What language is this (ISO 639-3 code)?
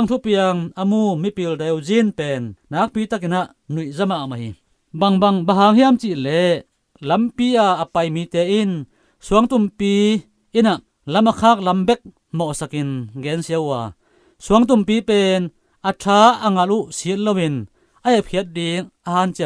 ctd